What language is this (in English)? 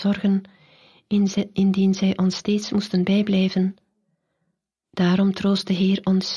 Dutch